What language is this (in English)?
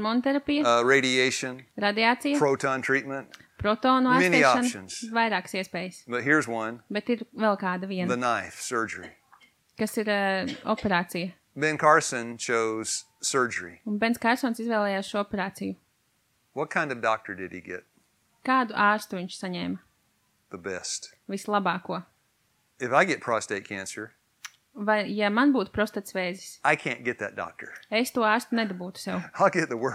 Latvian